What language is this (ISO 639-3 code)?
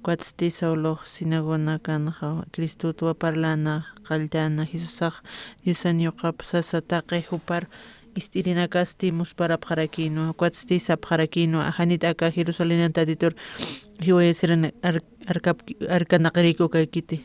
aym